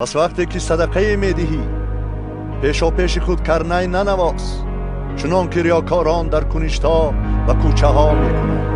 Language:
Tajik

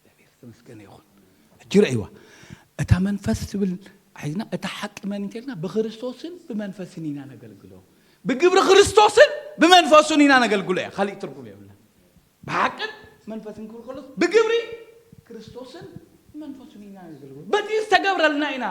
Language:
Tigrinya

